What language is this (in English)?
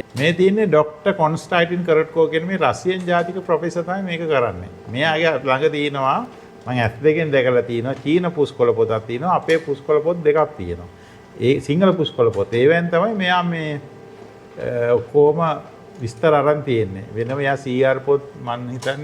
Sinhala